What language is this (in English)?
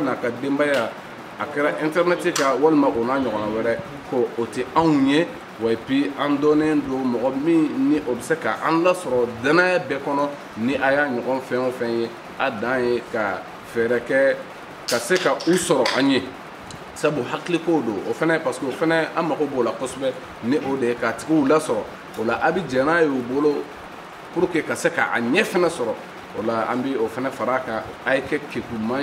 Mandingo